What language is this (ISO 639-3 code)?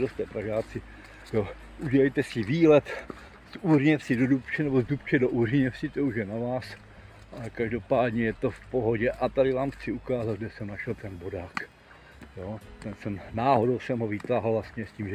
ces